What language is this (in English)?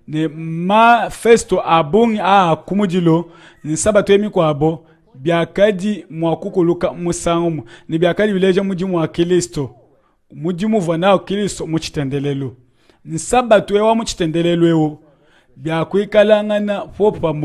Luba-Lulua